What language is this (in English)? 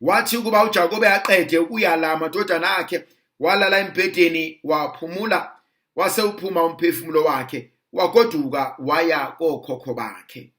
Zulu